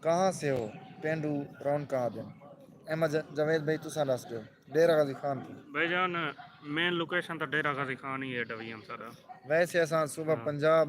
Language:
Saraiki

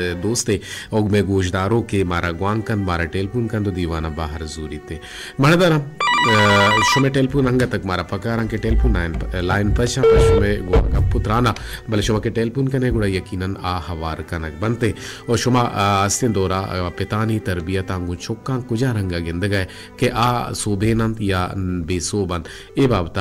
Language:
Baluchi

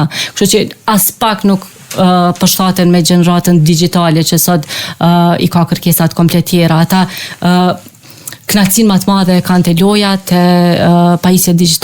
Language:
Albanian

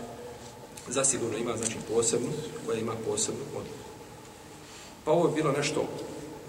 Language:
Bosnian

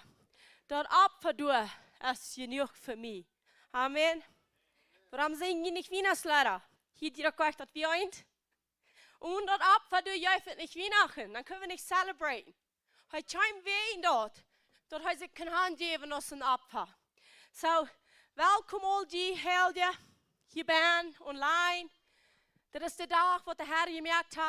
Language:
Plautdietsch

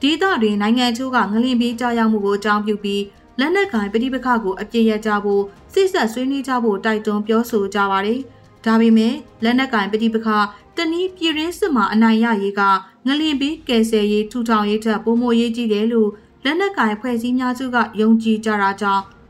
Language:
Burmese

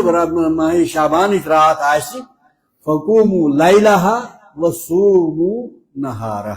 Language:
Kashmiri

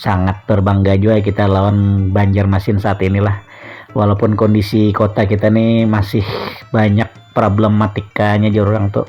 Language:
Banjar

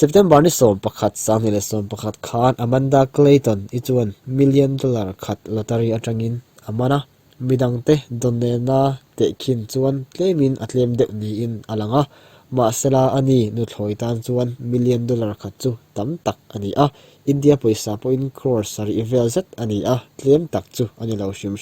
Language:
Mizo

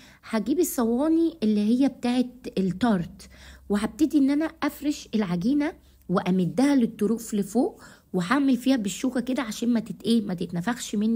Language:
Egyptian Arabic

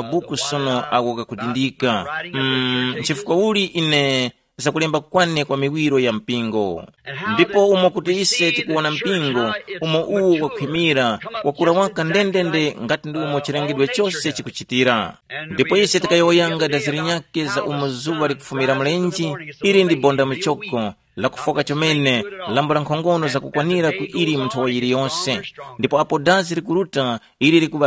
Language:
Tumbuka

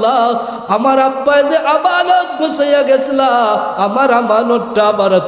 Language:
Sylheti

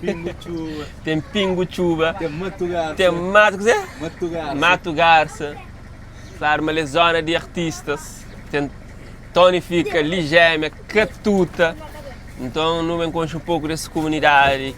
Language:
Kabuverdianu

